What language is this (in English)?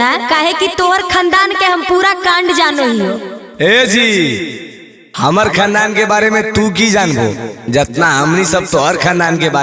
Magahi